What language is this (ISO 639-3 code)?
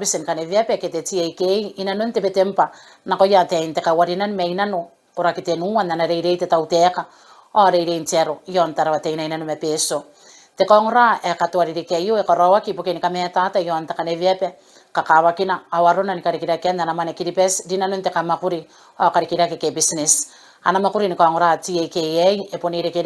gil